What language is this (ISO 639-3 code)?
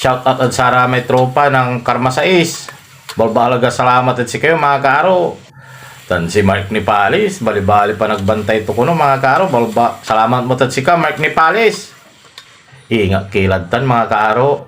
pag